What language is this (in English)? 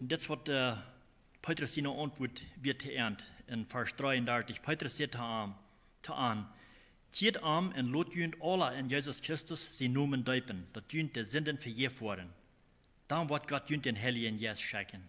Plautdietsch